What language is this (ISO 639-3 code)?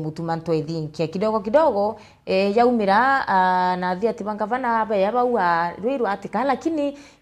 mer